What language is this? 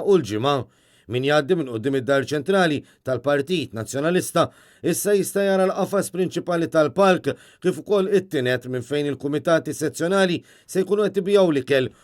Maltese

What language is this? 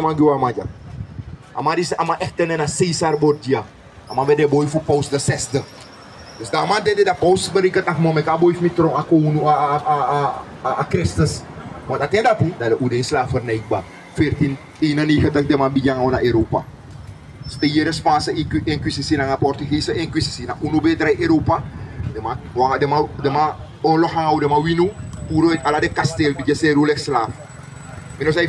Sranan Tongo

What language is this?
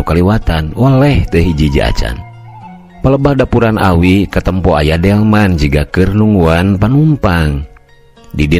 Sundanese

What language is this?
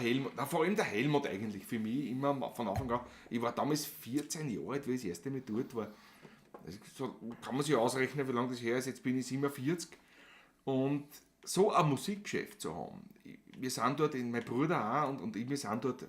Bavarian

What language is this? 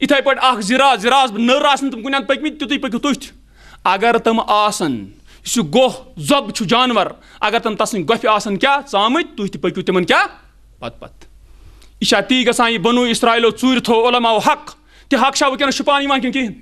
Kashmiri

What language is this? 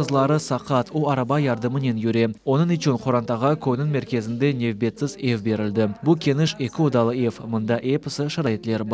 Crimean Tatar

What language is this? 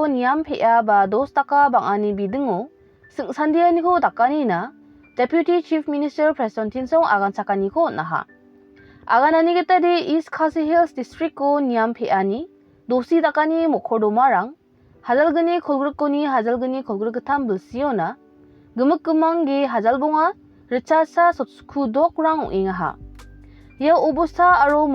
Garo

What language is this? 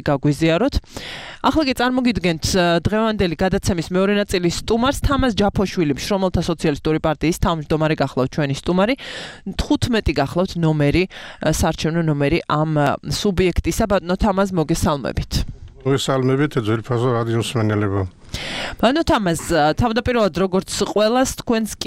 Georgian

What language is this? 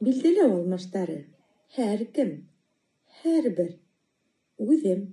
Bashkir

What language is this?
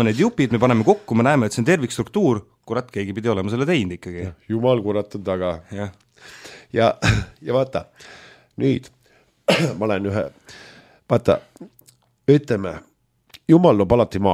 Estonian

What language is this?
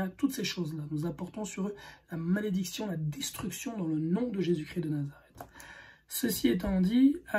French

